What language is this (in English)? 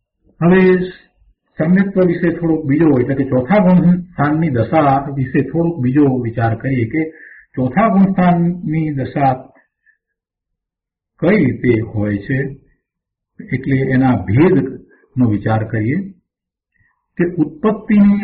Gujarati